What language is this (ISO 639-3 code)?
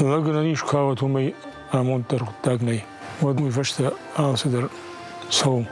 oss